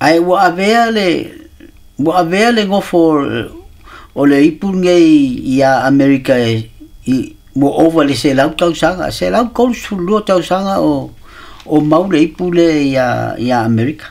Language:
Samoan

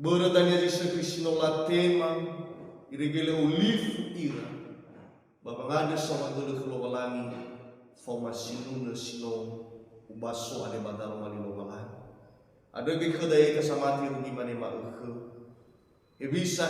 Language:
Nias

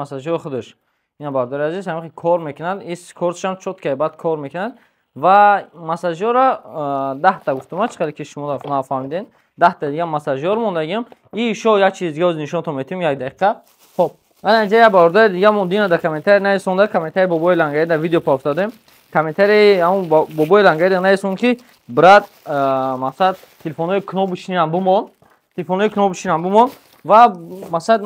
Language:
Tajik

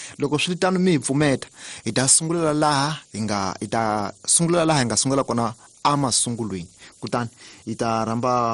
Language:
Tsonga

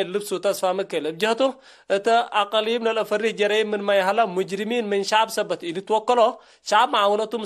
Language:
Tigre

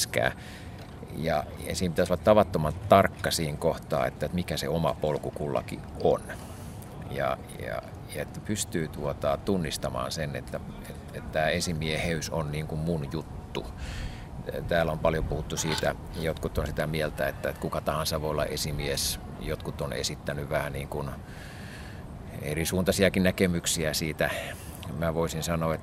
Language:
Finnish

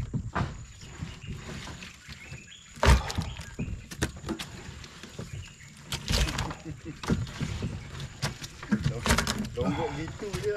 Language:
Malay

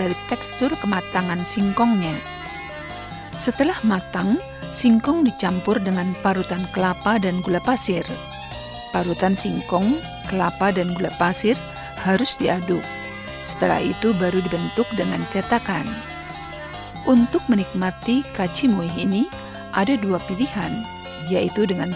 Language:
Indonesian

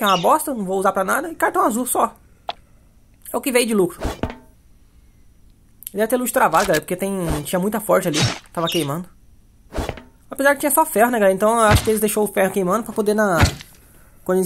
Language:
Portuguese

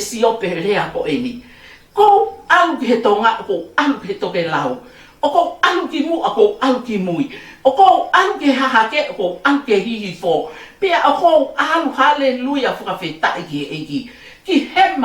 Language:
Tongan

